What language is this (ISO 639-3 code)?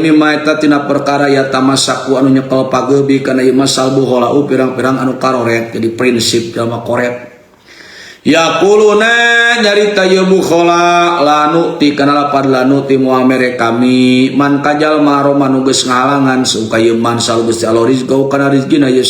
sun